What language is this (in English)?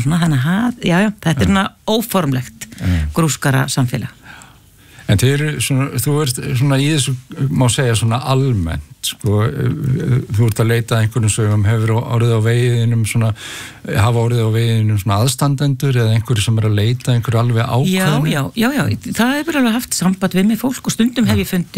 Icelandic